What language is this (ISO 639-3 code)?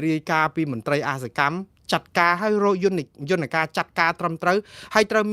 khm